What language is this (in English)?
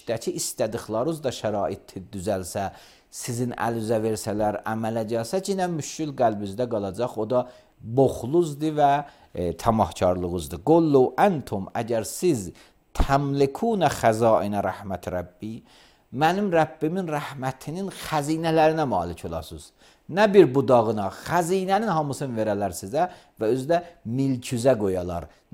Azerbaijani